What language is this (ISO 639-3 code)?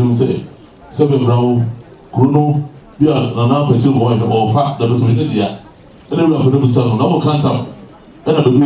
aka